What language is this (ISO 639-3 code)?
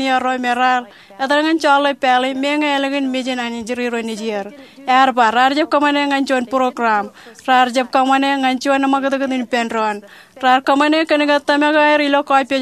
mah